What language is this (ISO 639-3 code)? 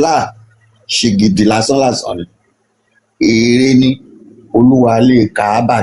yor